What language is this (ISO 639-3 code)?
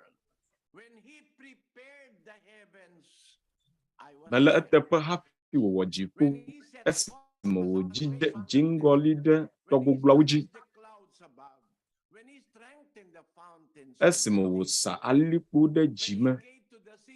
ewe